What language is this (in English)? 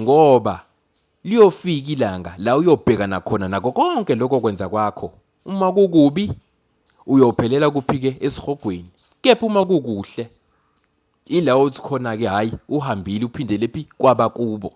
Zulu